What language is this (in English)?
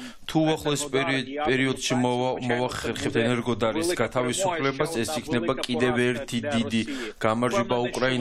Georgian